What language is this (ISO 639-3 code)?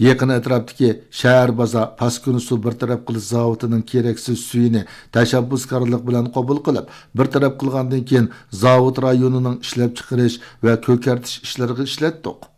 uig